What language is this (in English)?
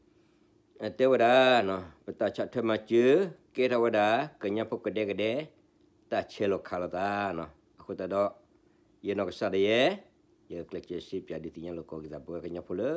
S'gaw Karen